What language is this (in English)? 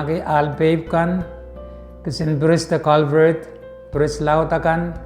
Pohnpeian